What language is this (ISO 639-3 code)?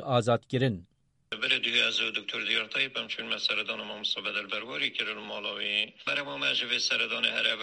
kur